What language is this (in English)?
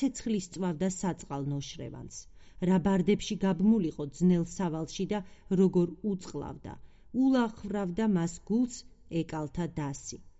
Georgian